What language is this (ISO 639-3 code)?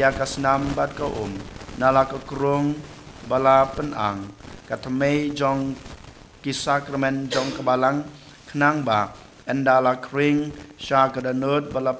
kha